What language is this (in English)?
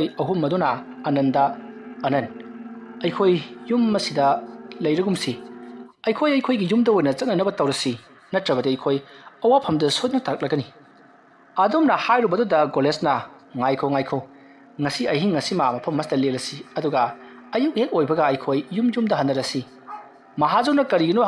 Manipuri